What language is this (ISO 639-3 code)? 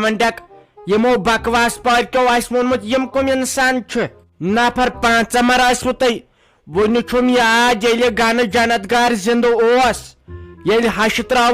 kas